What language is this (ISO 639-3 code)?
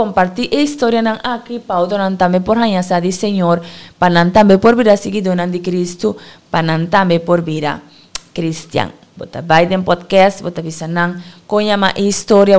pap